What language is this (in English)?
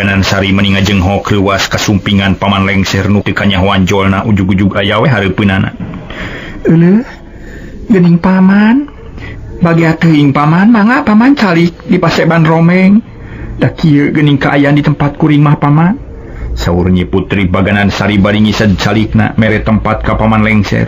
Sundanese